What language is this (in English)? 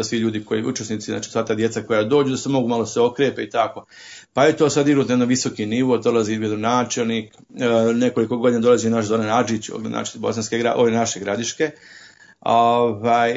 Croatian